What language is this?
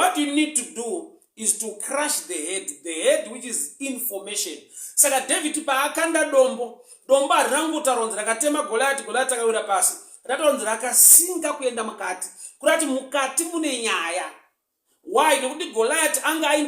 Shona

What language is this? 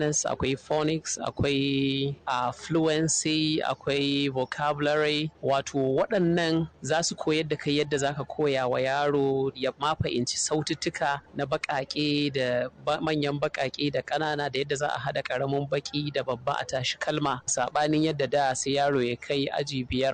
Hausa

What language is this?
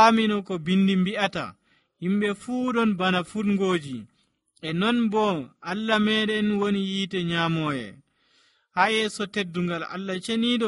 Nigerian Fulfulde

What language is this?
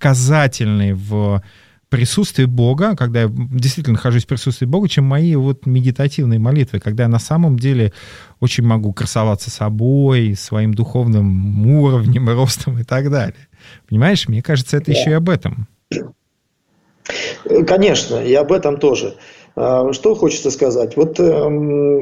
Russian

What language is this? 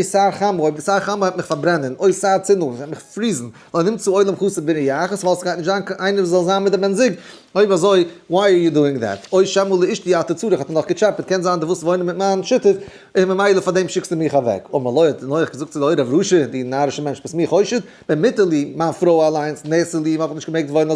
Yiddish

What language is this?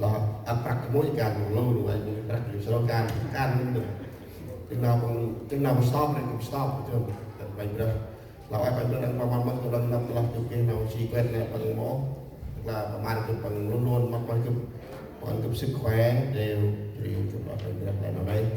Central Mnong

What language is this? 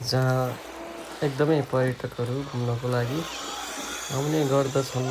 Nepali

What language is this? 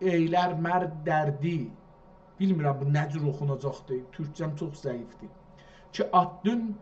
South Azerbaijani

